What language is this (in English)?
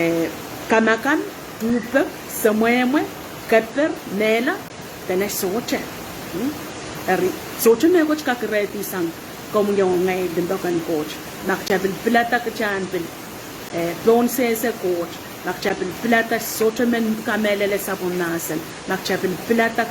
Pohnpeian